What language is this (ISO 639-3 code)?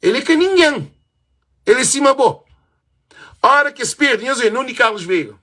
kea